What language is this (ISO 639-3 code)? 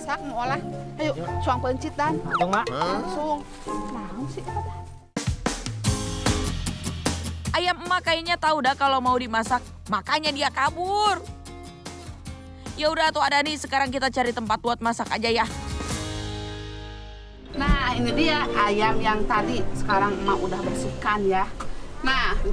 ind